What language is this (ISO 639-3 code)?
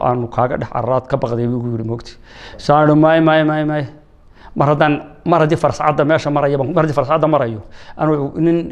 som